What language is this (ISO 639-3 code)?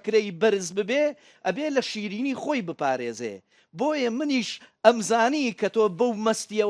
ckb